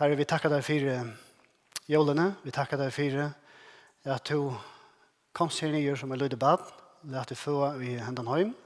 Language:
Faroese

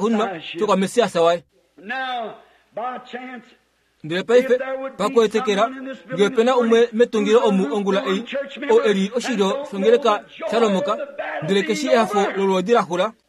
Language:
Kuanyama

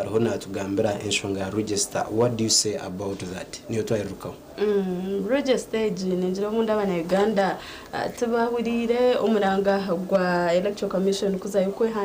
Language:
Nyankole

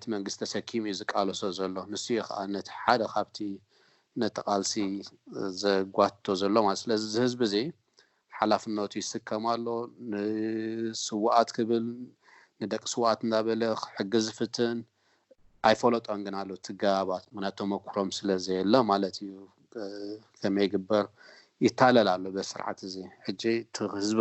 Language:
Tigrinya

